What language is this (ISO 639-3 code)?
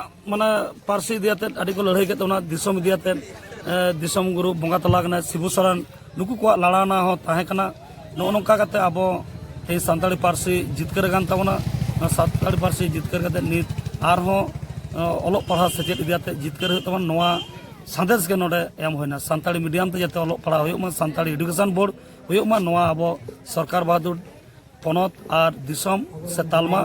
sat